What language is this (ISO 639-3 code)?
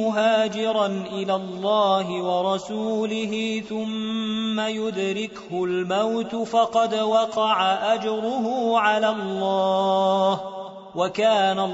ara